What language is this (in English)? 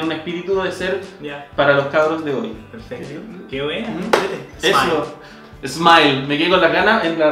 Spanish